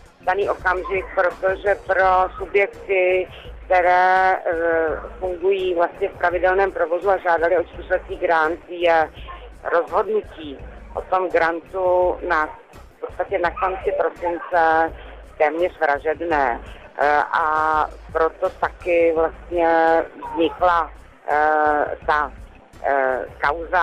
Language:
Czech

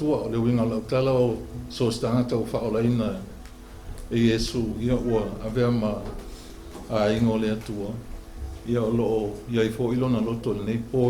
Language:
Samoan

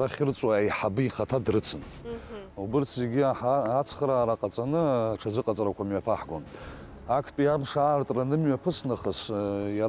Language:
Abkhazian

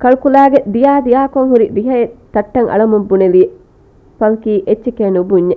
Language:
Divehi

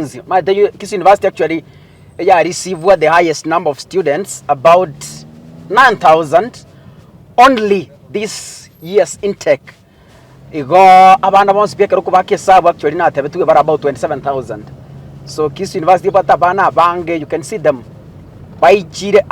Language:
Gusii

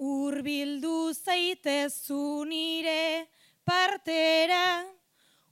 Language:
Basque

